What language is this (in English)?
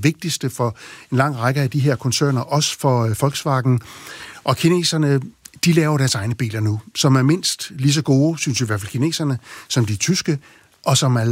Danish